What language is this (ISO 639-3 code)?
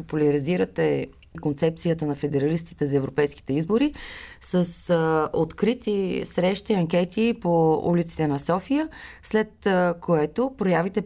bul